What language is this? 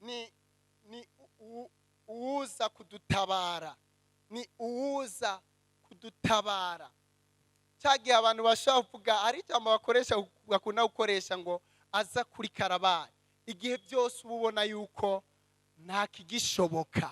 Rundi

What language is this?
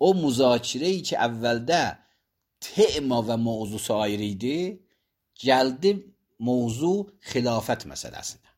Azerbaijani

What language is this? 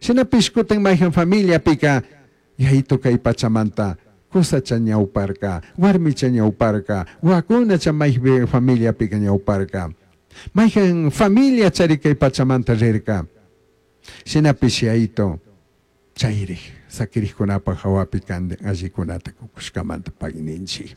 Chimborazo Highland Quichua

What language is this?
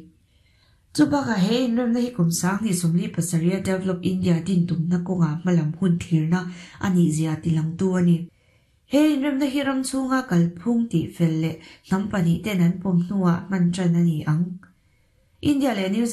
Mizo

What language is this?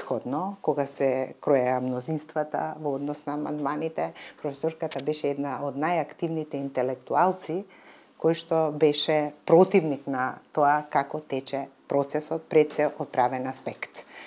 Macedonian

